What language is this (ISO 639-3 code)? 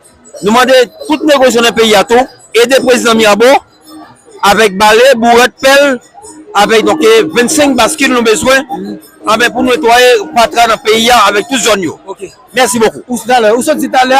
hat